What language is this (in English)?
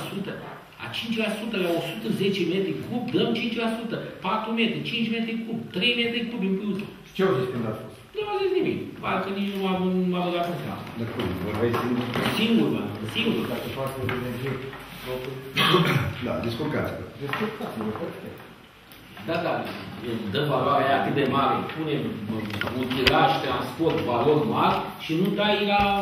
Romanian